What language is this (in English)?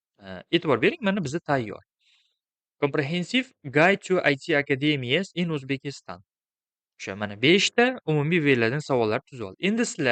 Uzbek